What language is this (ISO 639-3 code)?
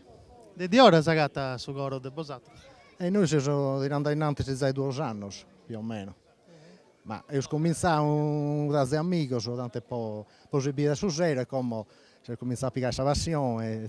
srd